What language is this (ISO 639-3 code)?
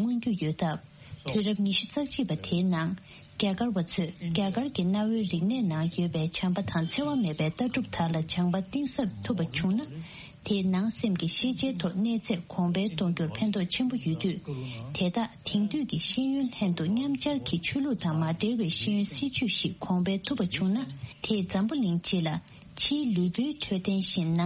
bod